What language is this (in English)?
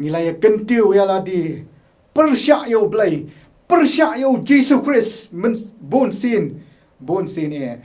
Khasi